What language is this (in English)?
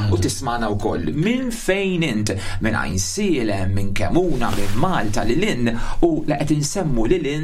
Maltese